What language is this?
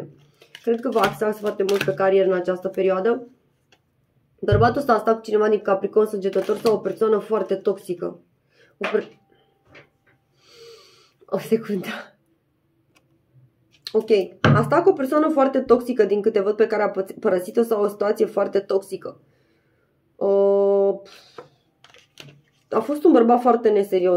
Romanian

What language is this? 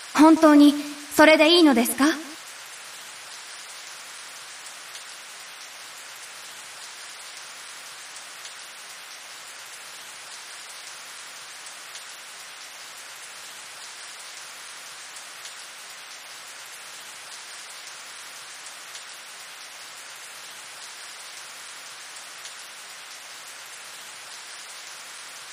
Japanese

